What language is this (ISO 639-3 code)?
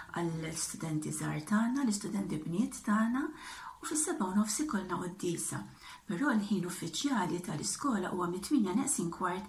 mlt